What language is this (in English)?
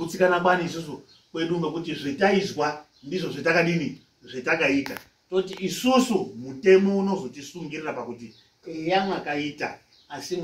Shona